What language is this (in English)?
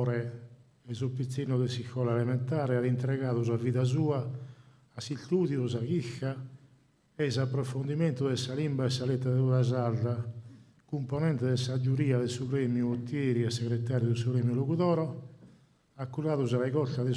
Sardinian